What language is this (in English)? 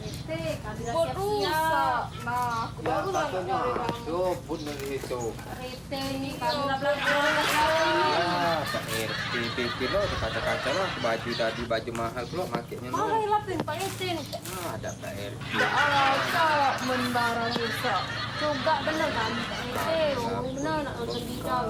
Musi